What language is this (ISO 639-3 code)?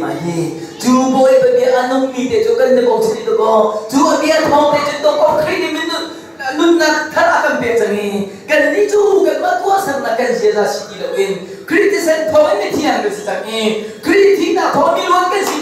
cnh